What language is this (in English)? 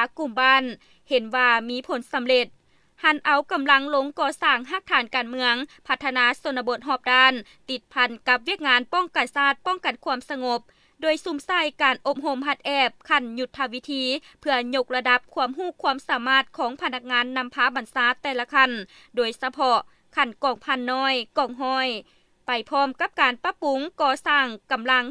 Lao